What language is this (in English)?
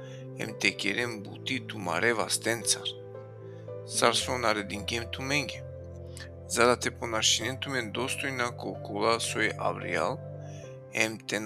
Balkan Romani